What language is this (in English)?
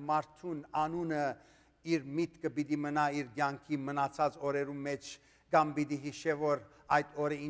Western Armenian